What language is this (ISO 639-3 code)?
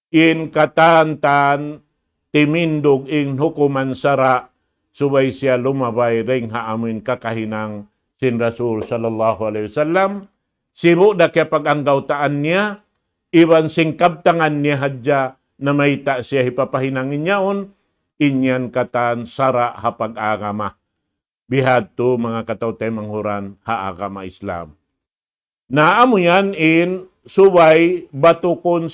tsg